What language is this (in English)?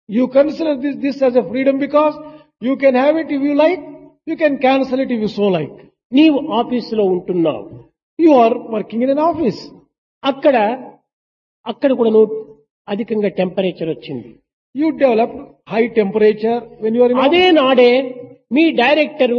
Telugu